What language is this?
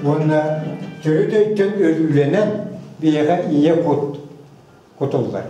Yakut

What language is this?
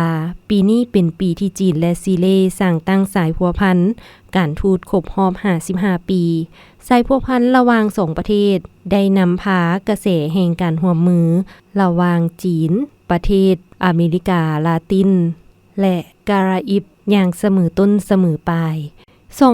Lao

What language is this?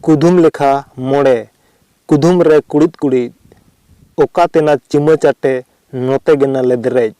Santali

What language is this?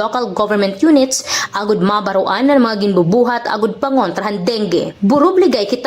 Waray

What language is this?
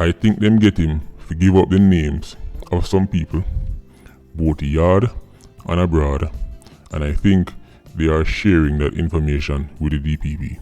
Jamaican Creole English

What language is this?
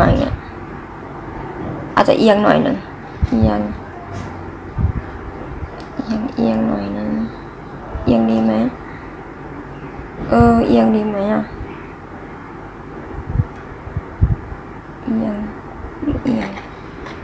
Thai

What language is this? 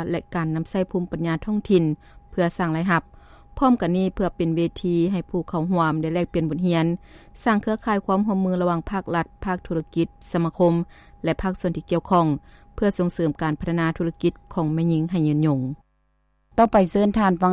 Lao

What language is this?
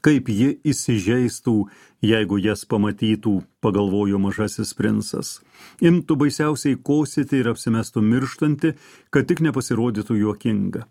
Lithuanian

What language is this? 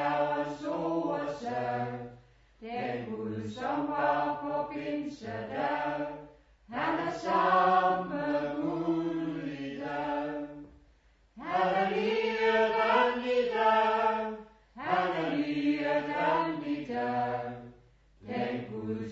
Danish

